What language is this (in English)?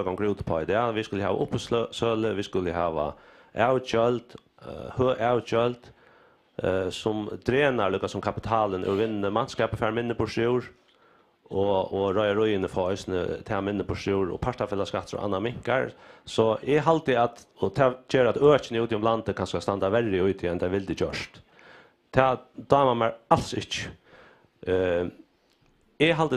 Faroese